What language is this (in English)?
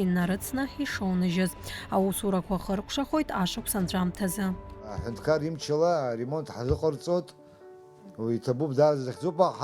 Abkhazian